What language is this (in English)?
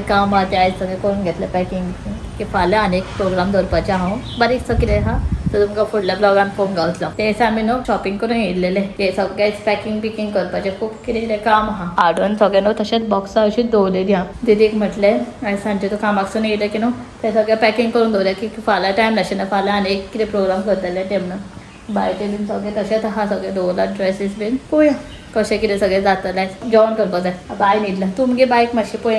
Konkani